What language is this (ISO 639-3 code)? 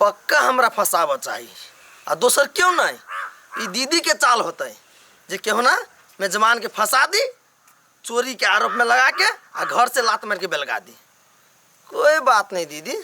mai